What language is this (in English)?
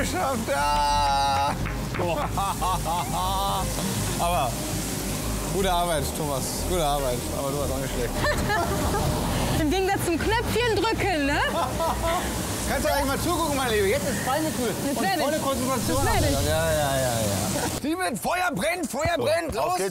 German